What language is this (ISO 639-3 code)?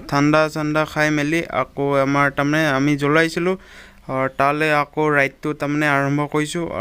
asm